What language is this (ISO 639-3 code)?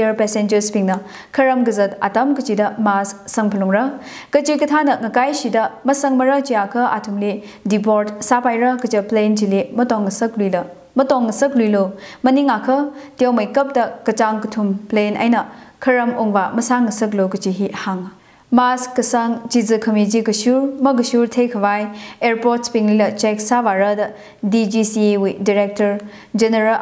nmf